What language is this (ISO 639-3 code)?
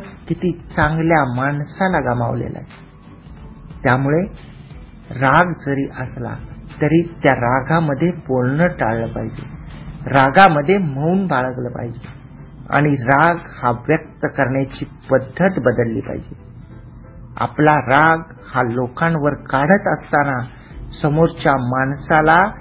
mar